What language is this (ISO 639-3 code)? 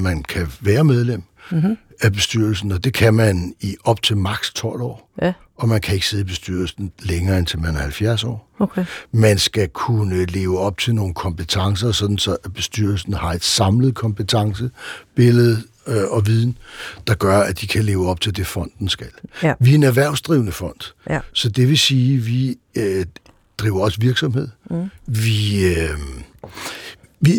dan